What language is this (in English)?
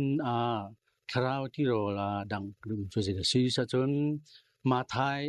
Hakha Chin